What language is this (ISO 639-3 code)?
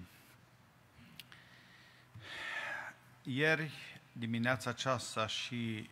ron